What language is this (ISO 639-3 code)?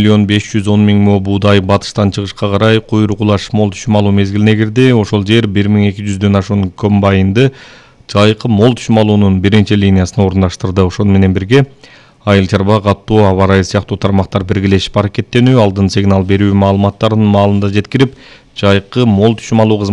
kir